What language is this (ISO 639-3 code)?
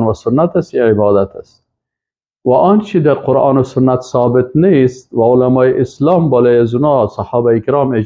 fas